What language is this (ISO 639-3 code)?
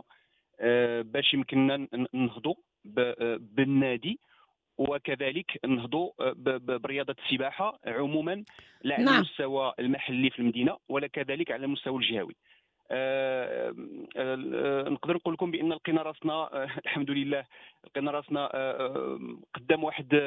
ary